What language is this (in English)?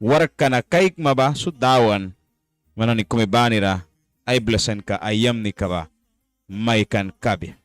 Mískito